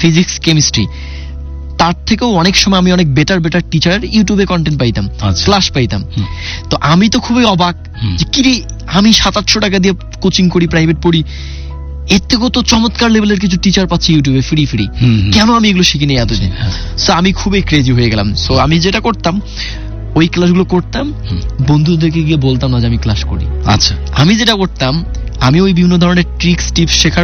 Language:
Bangla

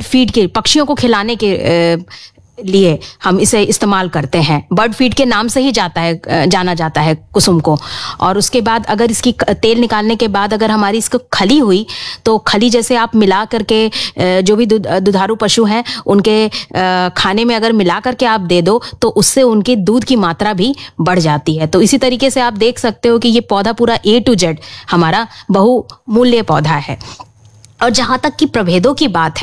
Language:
Hindi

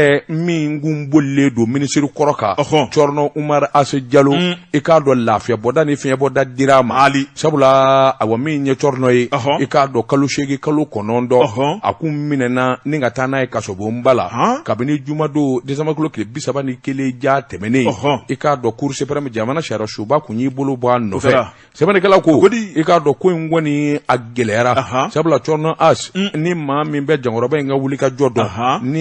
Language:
Bambara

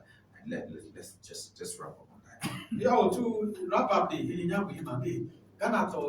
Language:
Ewe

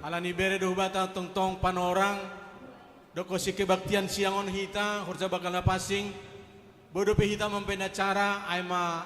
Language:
Batak Simalungun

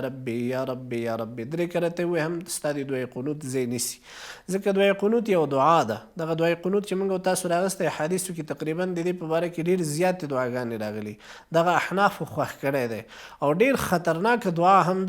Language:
Pashto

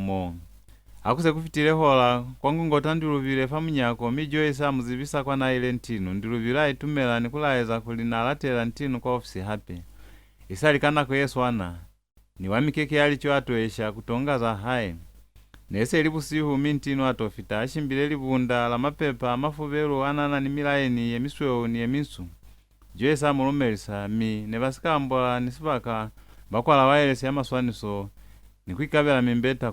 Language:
Lozi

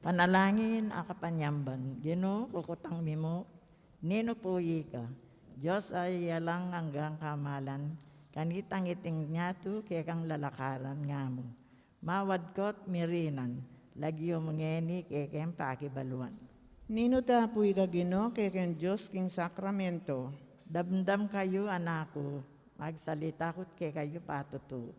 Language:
Pampanga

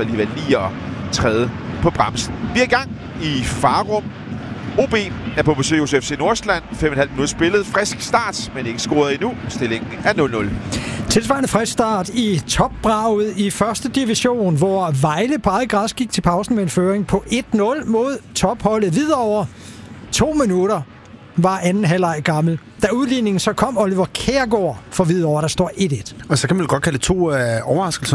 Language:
Danish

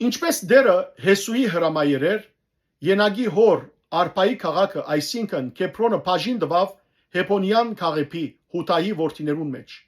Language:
Western Armenian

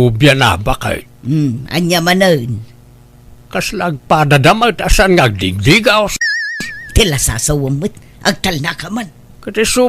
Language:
Iloko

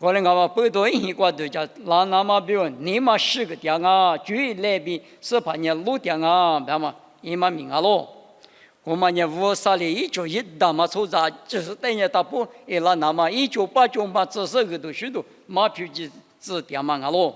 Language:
Lisu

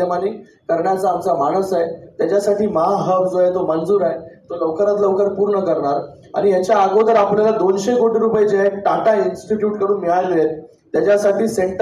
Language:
Marathi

